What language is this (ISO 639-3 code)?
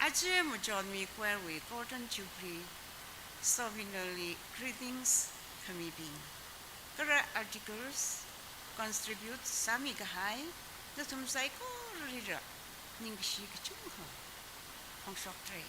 nmf